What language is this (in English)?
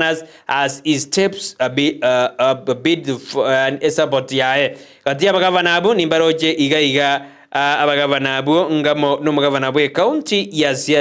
Gusii